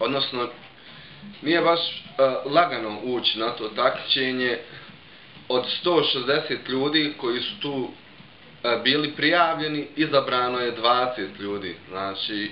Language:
Bosnian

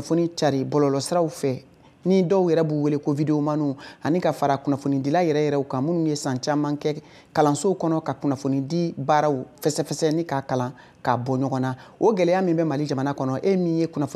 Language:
Bambara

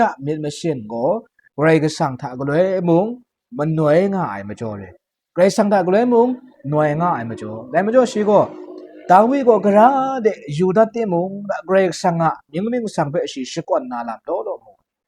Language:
Kachin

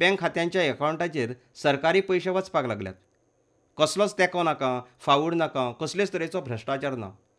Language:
Konkani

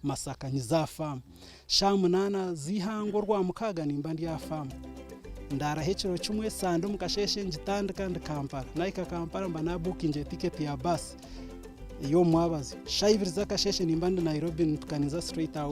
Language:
Nyankole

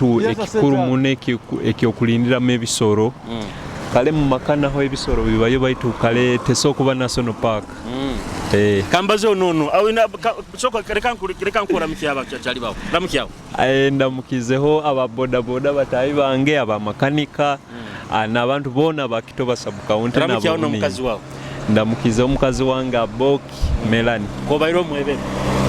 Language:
Nyoro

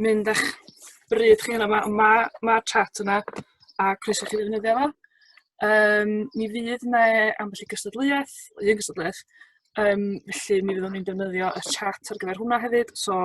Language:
Welsh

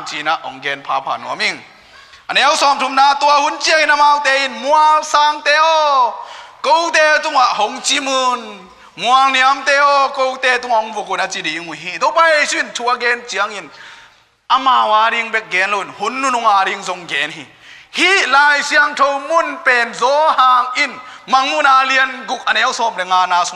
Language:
Tedim Chin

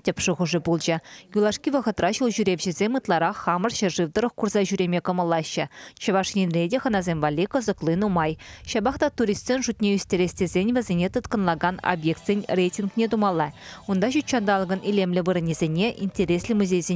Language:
Chuvash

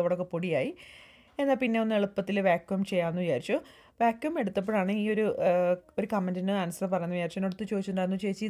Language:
Malayalam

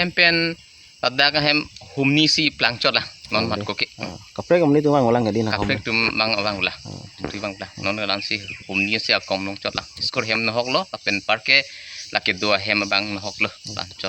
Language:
Karbi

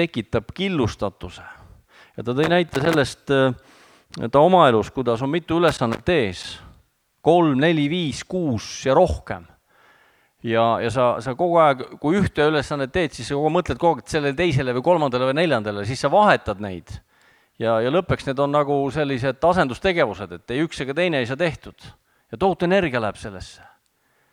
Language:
Estonian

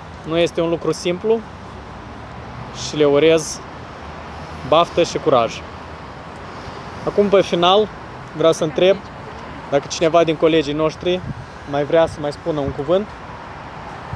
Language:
Romanian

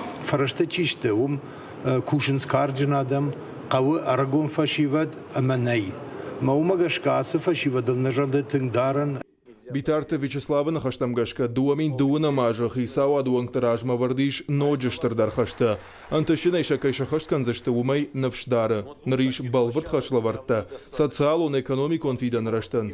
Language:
Ossetic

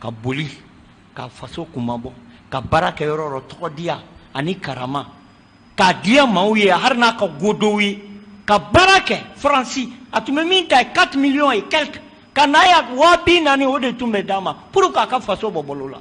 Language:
Bambara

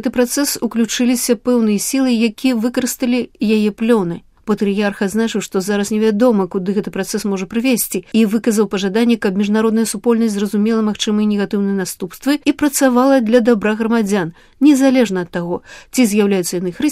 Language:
Belarusian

